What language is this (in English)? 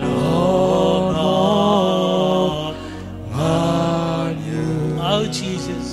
Marshallese